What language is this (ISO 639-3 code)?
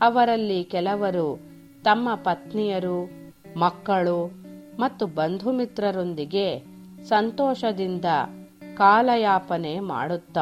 kan